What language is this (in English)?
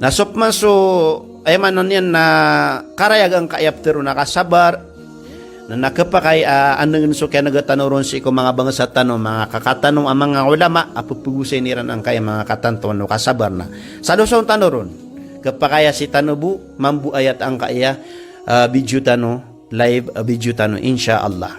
Maranao